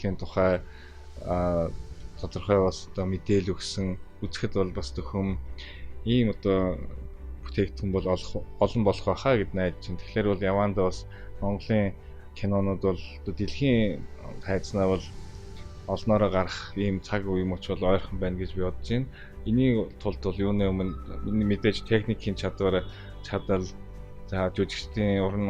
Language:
Mongolian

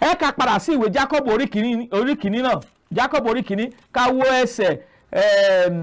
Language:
Yoruba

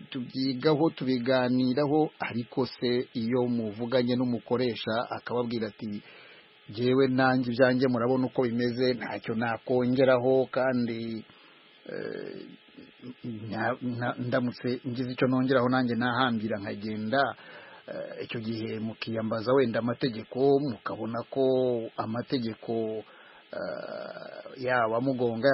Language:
Kinyarwanda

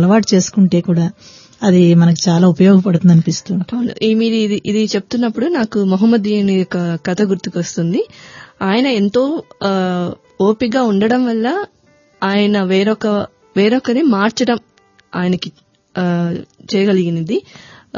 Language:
Telugu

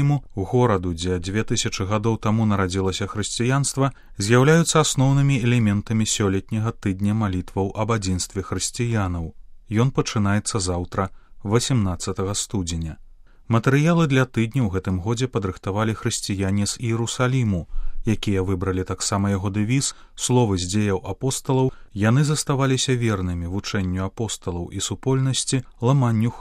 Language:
Belarusian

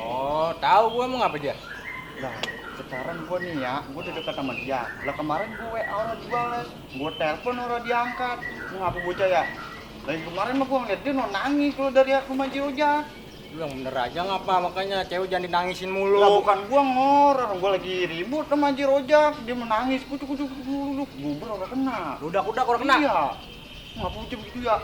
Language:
Betawi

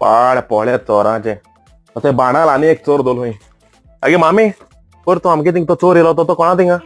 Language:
Konkani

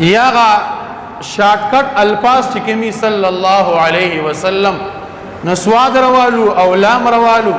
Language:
Pashto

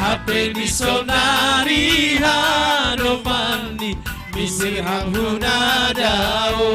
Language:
Batak Simalungun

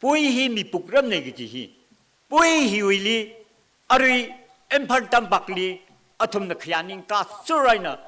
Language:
Tangkhul Naga (India)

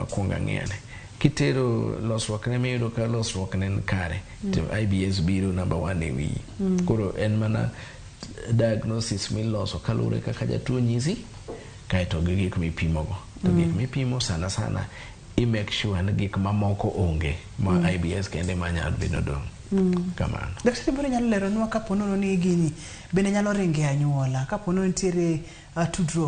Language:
Luo (Kenya and Tanzania)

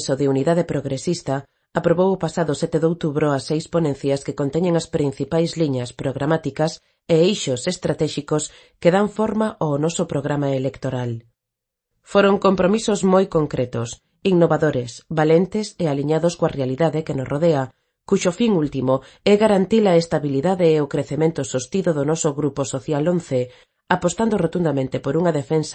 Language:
Galician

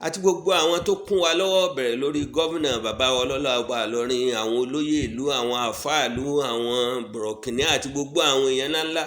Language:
Yoruba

